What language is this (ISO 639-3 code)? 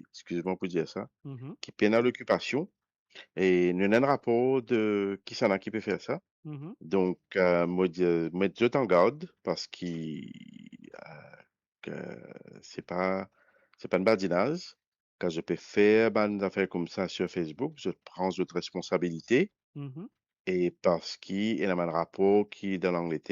mfe